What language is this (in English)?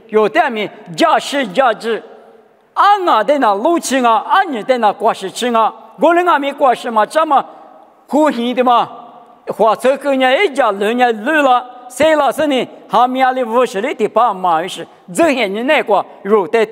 Lisu